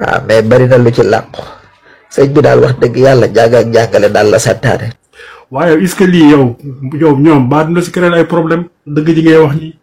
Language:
Wolof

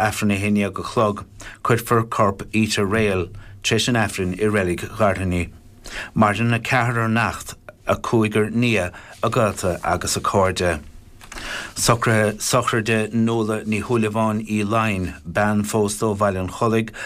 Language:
Irish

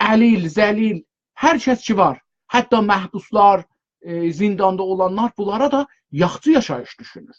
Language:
South Azerbaijani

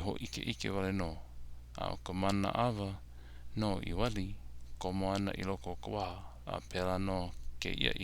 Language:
Hawaiian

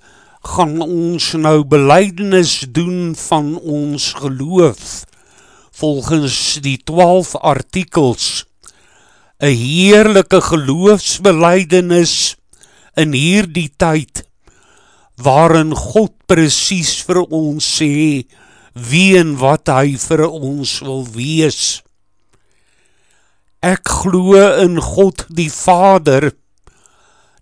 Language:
Afrikaans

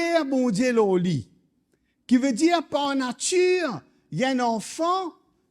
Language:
Morisyen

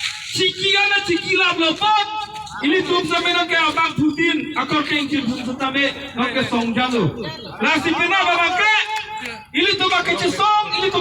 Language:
Karbi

